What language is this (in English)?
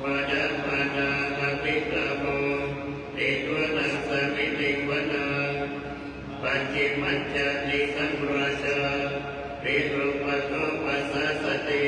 Pali